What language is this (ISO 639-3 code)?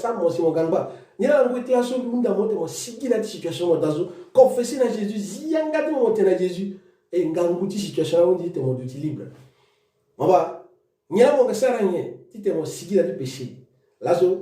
sag